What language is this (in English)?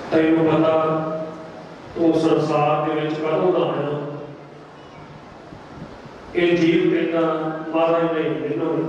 Punjabi